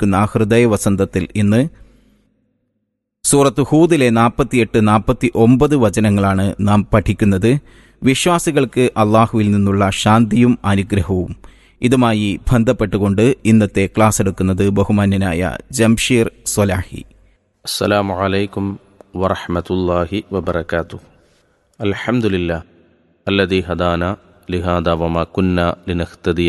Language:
Malayalam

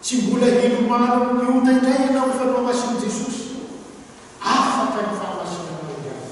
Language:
Malagasy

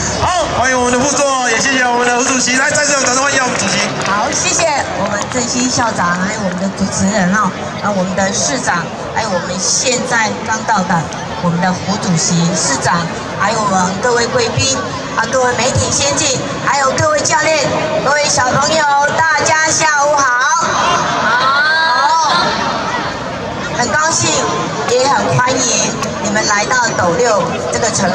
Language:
Chinese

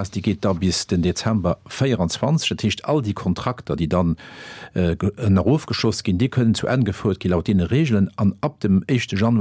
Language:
Luxembourgish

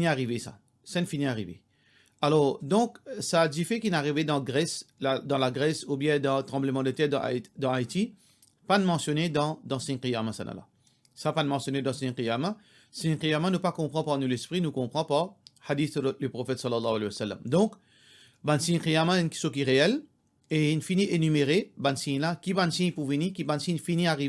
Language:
Morisyen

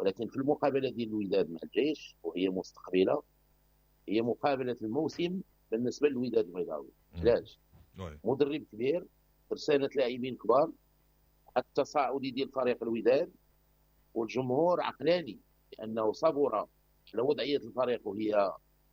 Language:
Moroccan Arabic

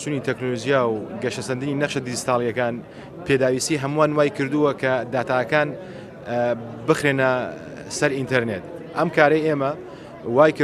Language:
Central Kurdish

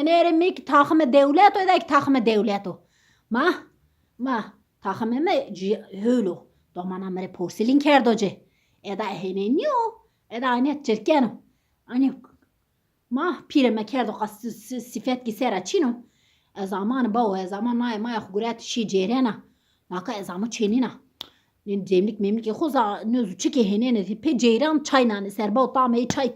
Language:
Zaza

